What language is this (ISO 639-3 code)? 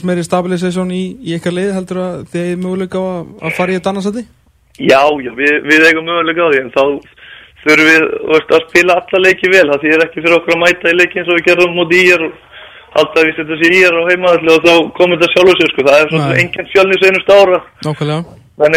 isl